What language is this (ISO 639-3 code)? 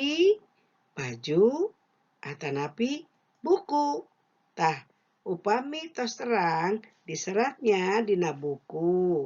sun